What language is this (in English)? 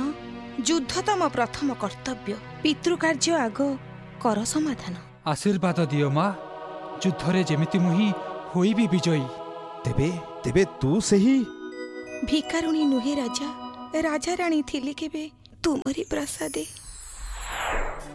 Odia